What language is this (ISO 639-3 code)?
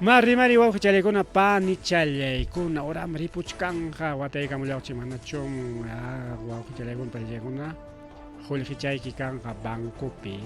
quy